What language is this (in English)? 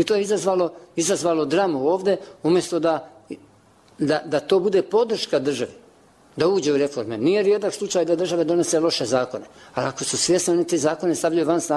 Bosnian